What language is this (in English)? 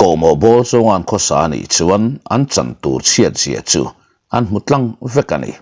Mizo